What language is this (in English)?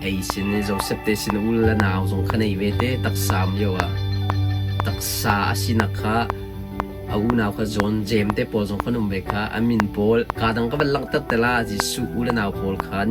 Hakha Chin